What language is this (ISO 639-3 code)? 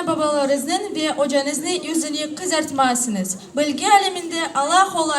crh